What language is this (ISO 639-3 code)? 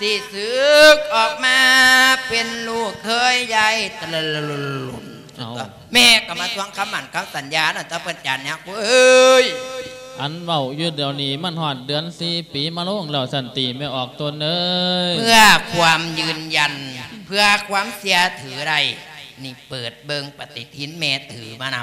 lao